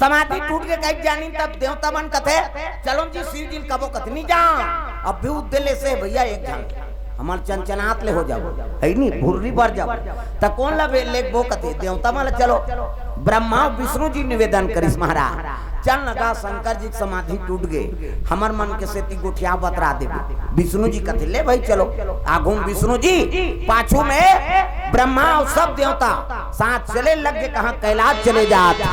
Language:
Chhattisgarhi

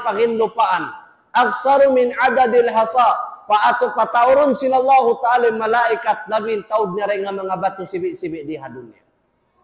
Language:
Tausug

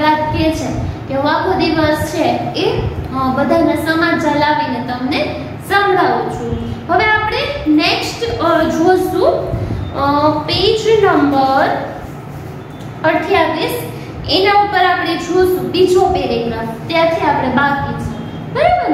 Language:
Gujarati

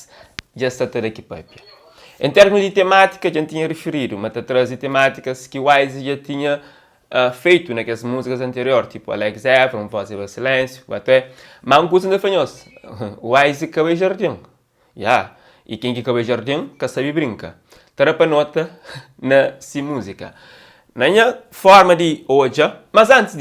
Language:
Kabuverdianu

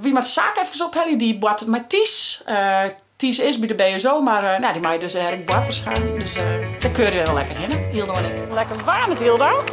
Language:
Western Frisian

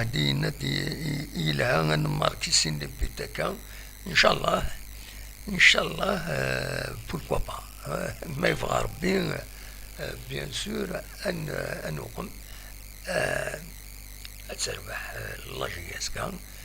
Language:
Kabyle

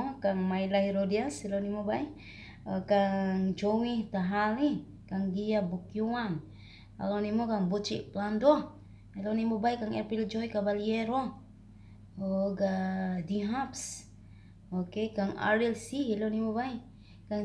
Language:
Cebuano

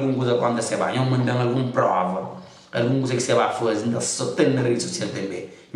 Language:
Kabuverdianu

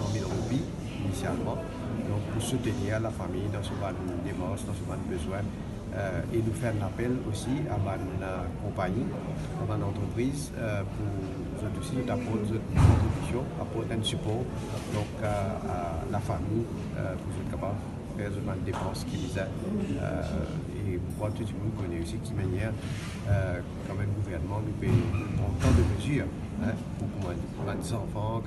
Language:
Morisyen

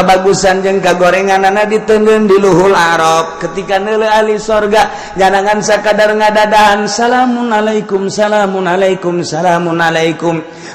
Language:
Sundanese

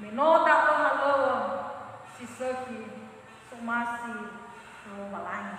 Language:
Nias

